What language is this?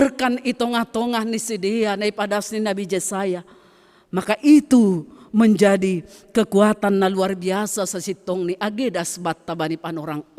Batak Simalungun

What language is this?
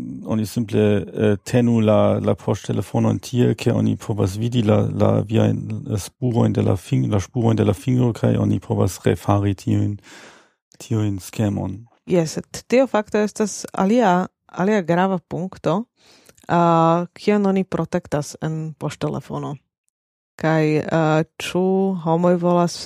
Esperanto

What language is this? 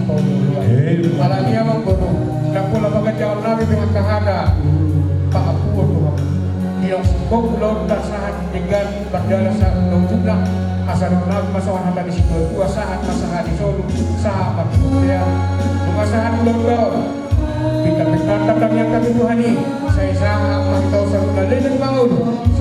Batak Toba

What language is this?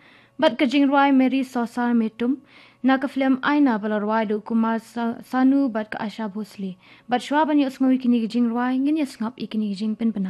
Khasi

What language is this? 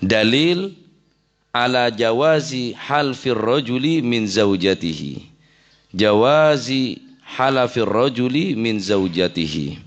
Madurese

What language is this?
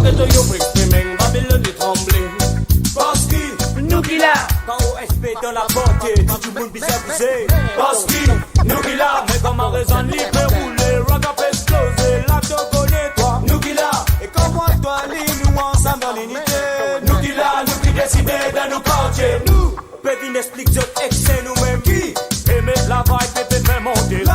Morisyen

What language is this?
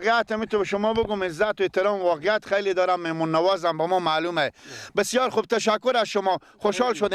Persian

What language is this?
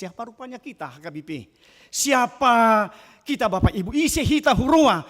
Batak Toba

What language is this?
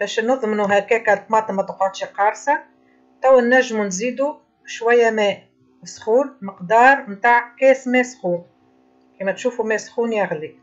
Tunisian Arabic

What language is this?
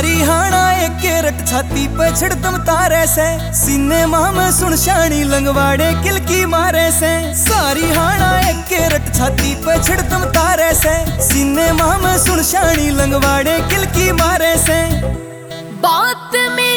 Hindi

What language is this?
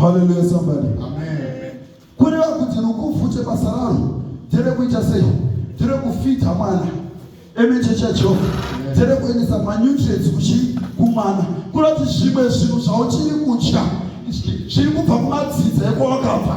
Shona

